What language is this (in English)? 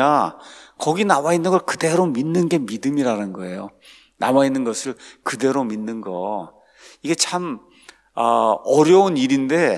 Korean